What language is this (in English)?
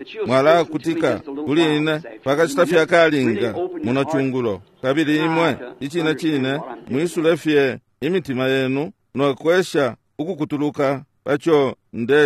Bemba